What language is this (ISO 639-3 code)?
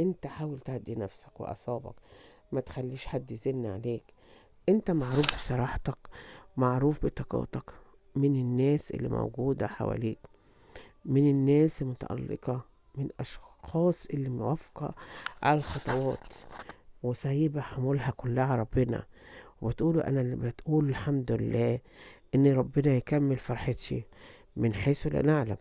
arz